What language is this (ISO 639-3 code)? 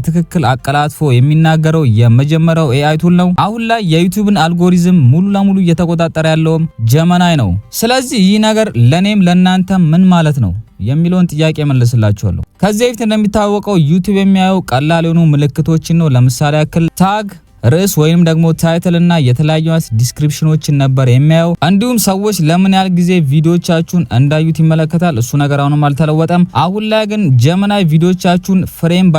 amh